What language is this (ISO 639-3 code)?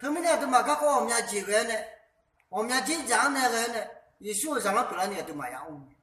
ahk